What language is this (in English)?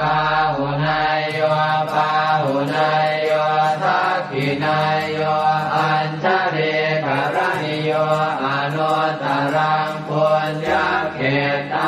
Pali